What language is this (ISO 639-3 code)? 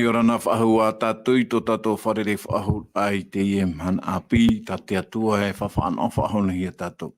tah